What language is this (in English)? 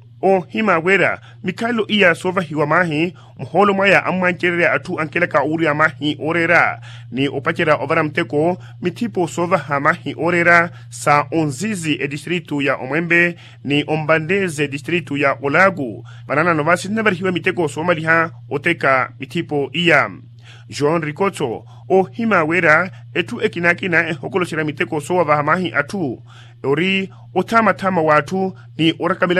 Makhuwa